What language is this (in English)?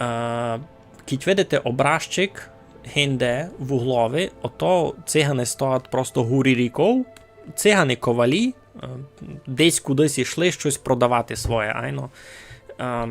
Rusyn